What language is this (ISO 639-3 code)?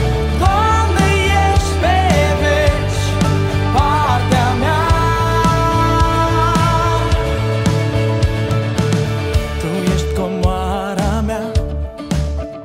ron